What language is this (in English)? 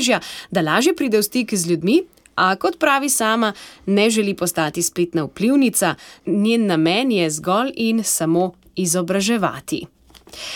Slovenian